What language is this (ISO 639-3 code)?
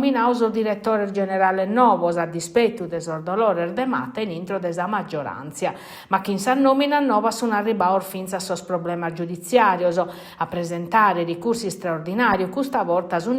srd